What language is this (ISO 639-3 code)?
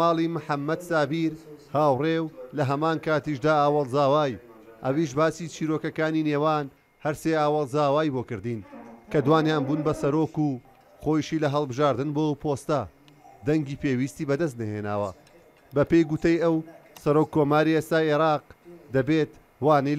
ckb